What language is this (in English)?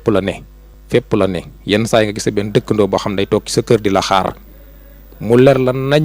Wolof